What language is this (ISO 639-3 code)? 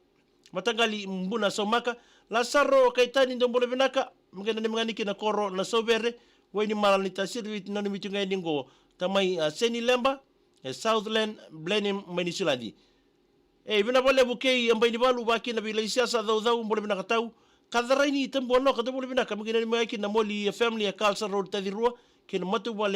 fij